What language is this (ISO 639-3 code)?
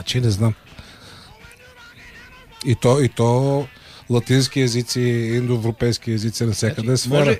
bul